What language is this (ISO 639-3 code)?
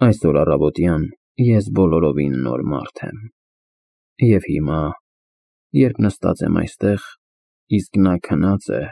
hye